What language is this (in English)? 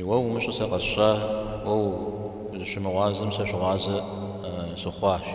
Kabardian